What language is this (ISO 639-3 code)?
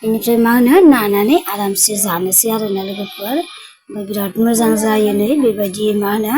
brx